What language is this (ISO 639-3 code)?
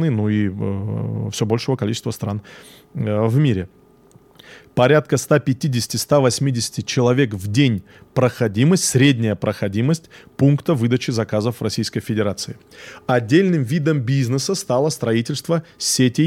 rus